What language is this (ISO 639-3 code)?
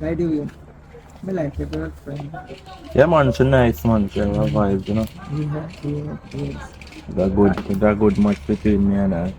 jam